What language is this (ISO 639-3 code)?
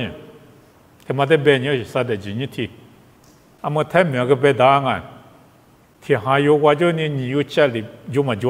lis